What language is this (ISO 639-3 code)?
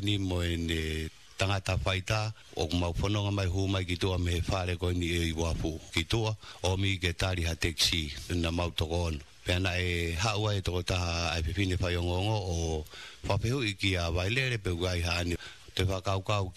ton